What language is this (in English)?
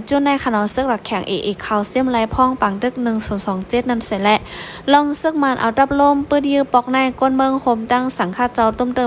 Shan